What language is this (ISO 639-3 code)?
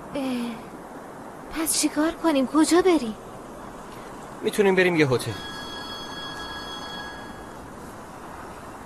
fas